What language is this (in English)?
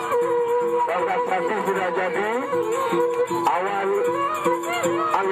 Indonesian